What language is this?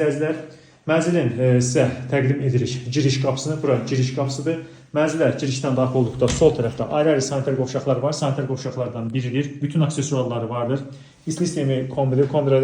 Azerbaijani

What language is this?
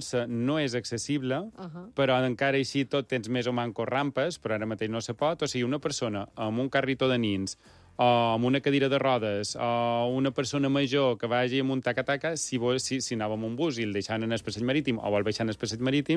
Catalan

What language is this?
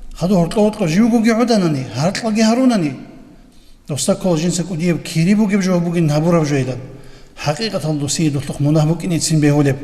Avaric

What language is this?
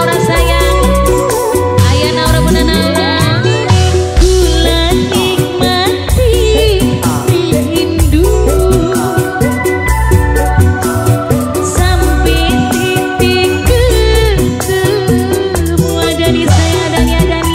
Indonesian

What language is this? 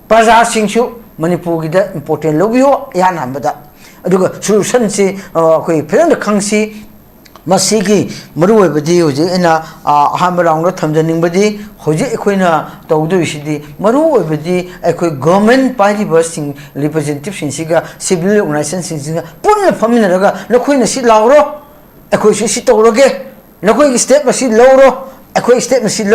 Manipuri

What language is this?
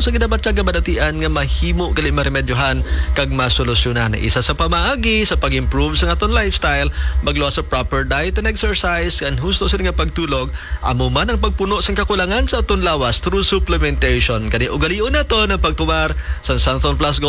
Hiligaynon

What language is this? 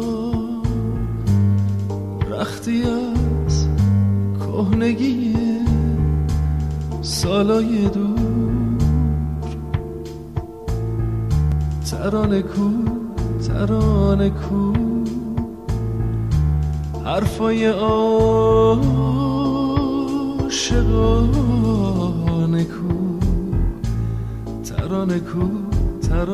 Persian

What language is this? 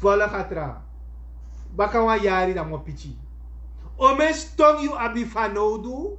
Sranan Tongo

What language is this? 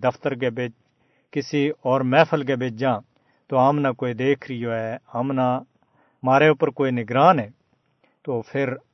Gujari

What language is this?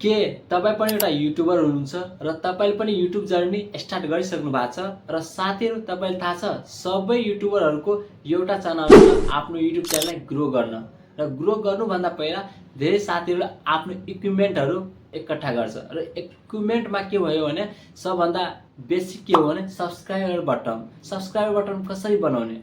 Nepali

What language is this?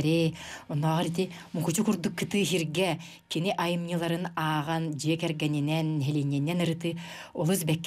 Yakut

